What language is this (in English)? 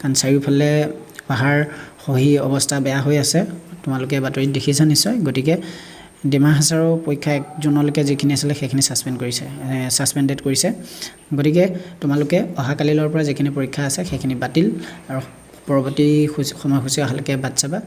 Assamese